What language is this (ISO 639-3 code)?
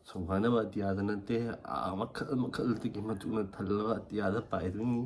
mni